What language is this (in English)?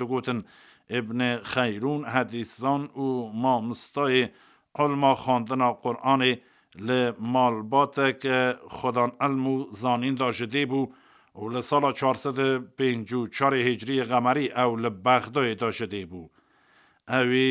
Kurdish